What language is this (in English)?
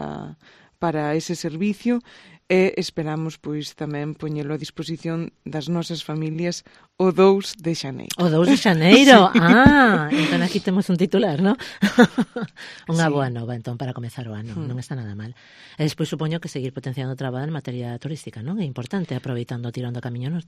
Galician